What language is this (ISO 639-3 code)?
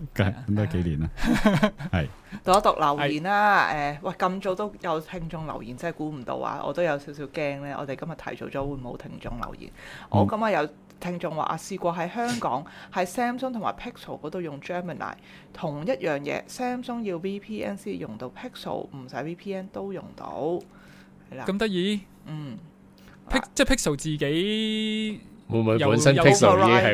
yue